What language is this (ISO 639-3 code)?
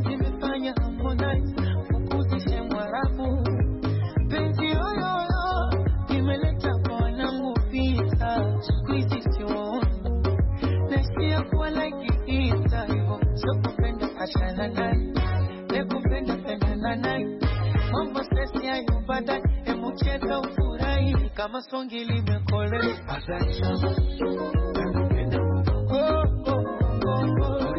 swa